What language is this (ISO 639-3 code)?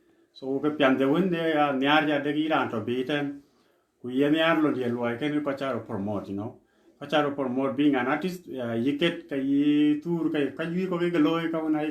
din